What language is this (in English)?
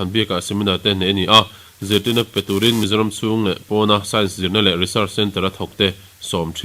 Mizo